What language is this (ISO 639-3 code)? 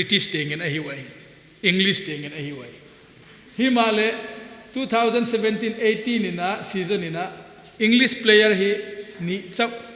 pck